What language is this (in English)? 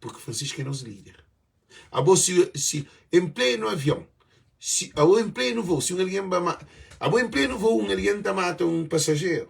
Kabuverdianu